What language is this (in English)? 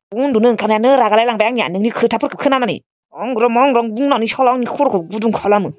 Bodo